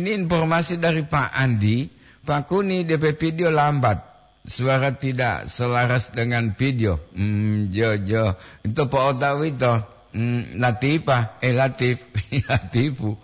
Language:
Gorontalo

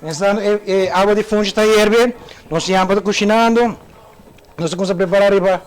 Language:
Papiamento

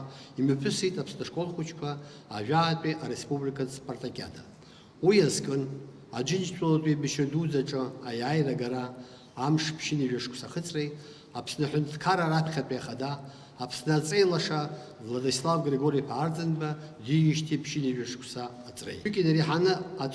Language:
Abkhazian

